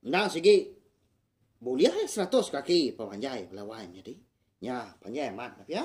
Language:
Iban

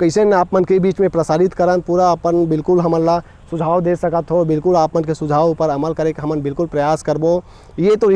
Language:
Chhattisgarhi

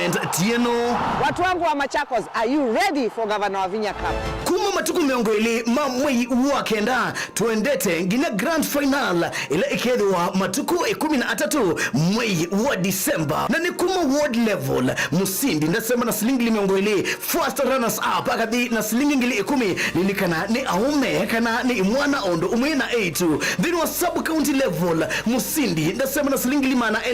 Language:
Kamba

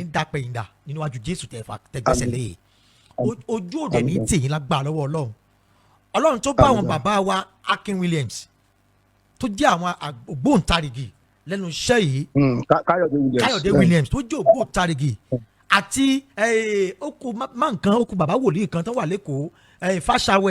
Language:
Yoruba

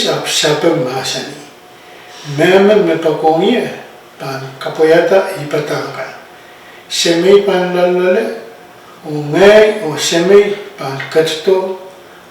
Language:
Pohnpeian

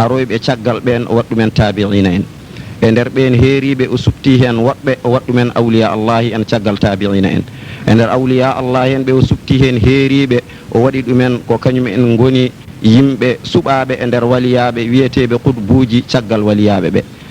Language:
Fula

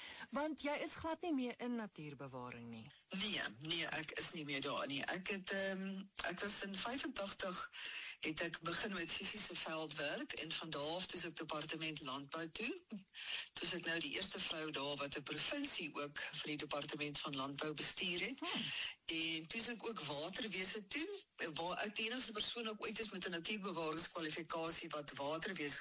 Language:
Afrikaans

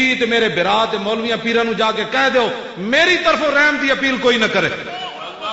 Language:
Western Panjabi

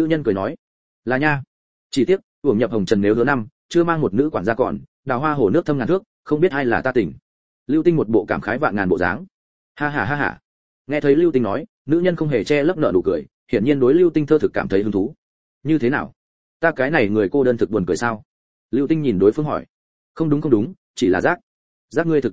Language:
Vietnamese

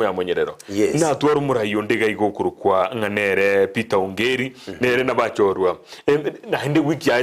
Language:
Gusii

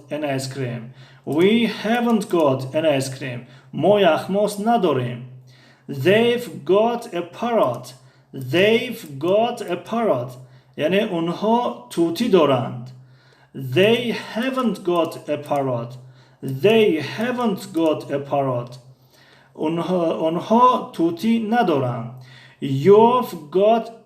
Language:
Tajik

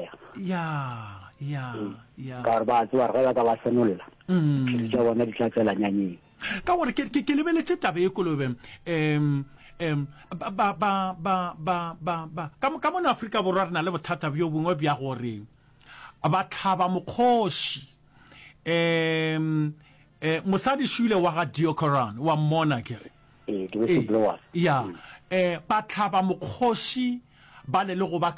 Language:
Northern Sotho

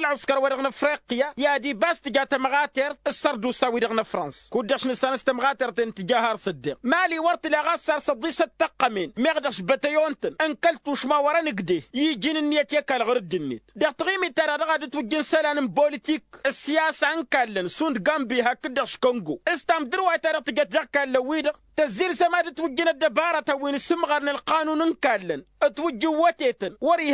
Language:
Tamasheq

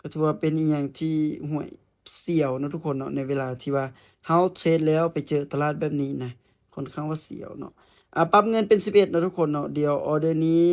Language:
Lao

